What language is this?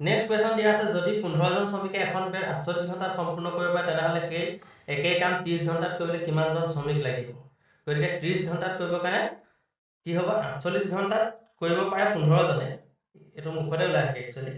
Assamese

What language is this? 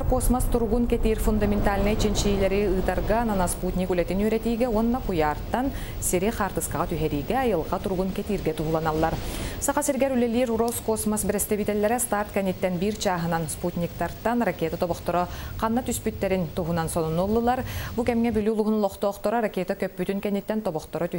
Yakut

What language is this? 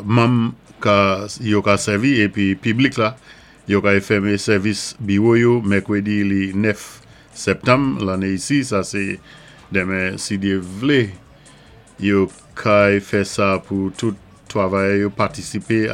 Saint Lucian Creole French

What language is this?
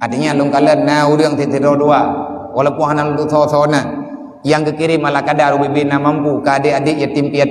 Achinese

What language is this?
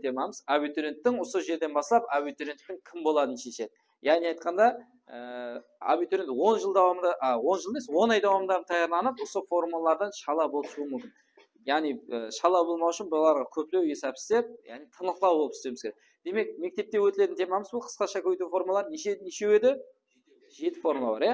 Kara-Kalpak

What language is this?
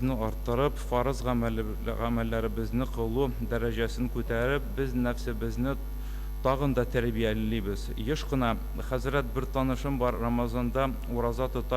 Tatar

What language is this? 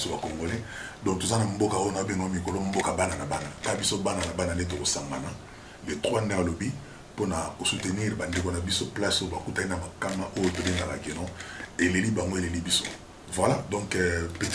Lingala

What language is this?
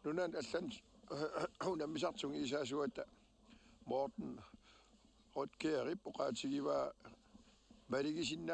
Kalaallisut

